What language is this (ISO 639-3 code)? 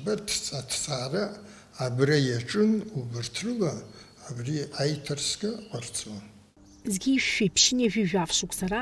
abk